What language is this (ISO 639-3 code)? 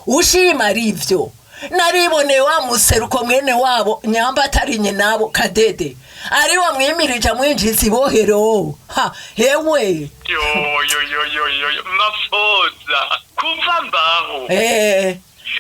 run